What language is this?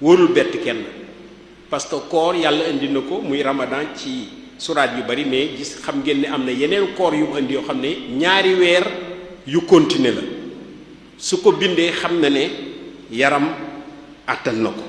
Wolof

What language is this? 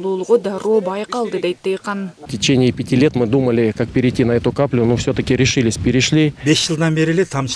Kyrgyz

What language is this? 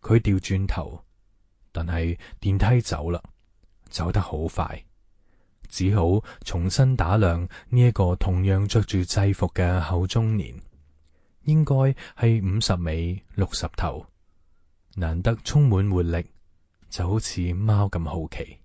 Cantonese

